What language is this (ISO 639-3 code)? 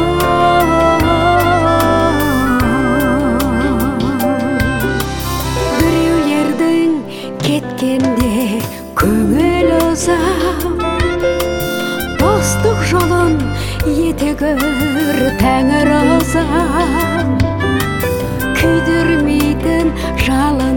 kaz